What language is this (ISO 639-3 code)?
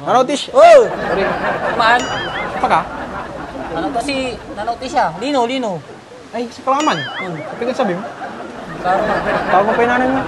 pag